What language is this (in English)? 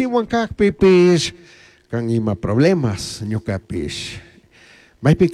Chimborazo Highland Quichua